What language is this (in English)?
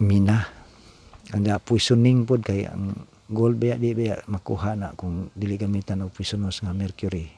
Cebuano